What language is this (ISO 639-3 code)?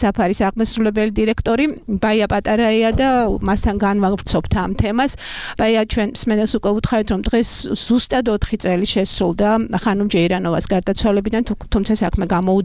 kat